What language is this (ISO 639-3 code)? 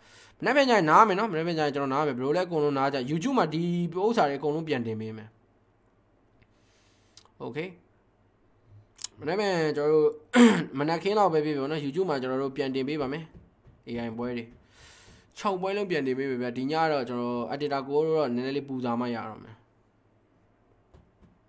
mya